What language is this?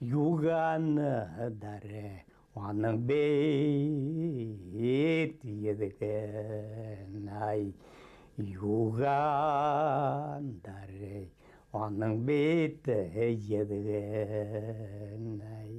Bashkir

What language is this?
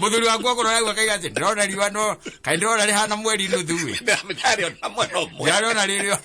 Kikuyu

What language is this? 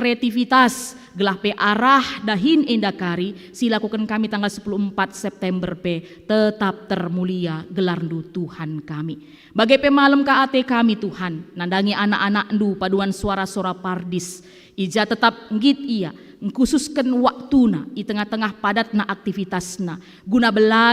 Batak Karo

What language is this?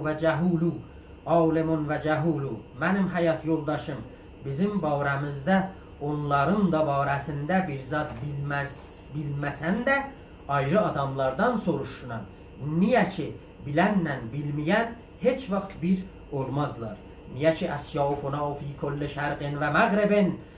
South Azerbaijani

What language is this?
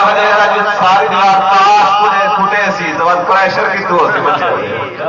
Saraiki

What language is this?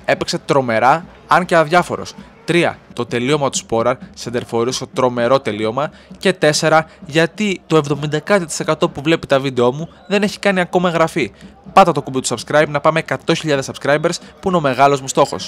Greek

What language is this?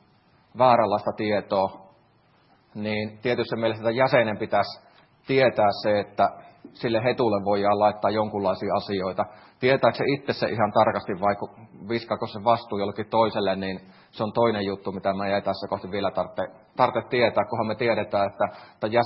Finnish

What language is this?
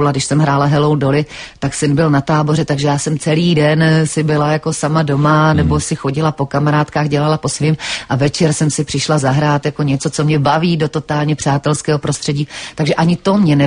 Czech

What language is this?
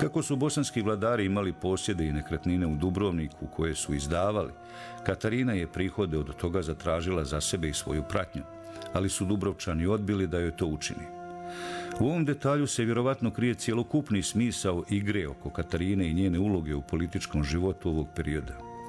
Bosnian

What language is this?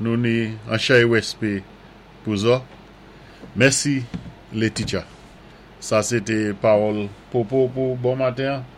Saint Lucian Creole French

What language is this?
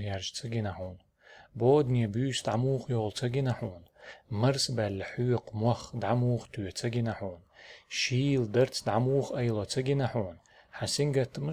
Chechen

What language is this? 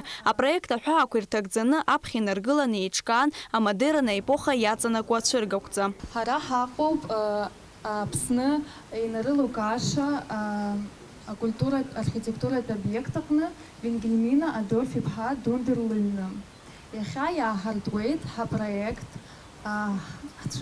Abkhazian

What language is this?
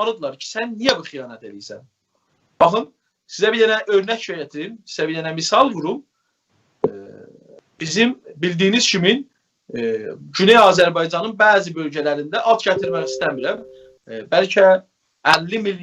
South Azerbaijani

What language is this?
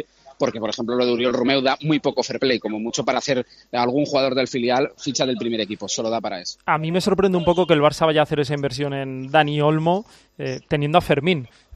Spanish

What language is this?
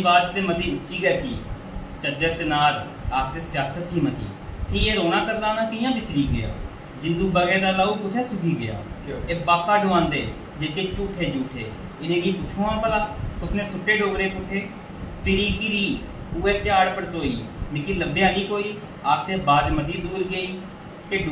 Dogri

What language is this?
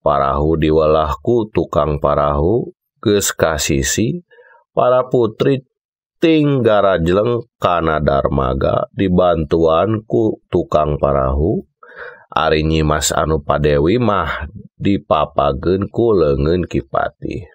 Sundanese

